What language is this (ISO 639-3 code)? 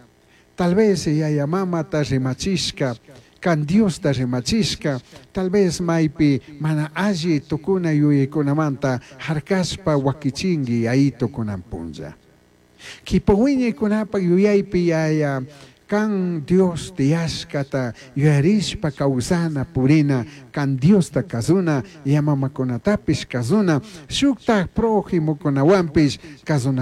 qug